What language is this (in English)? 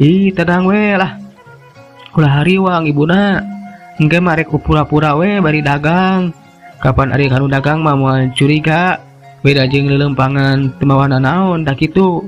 Sundanese